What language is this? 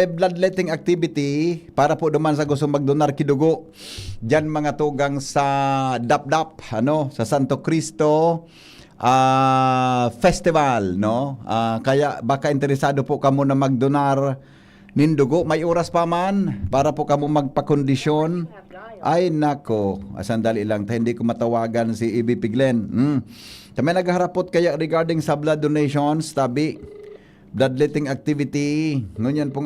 Bikol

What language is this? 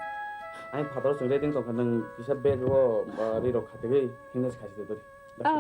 Kok Borok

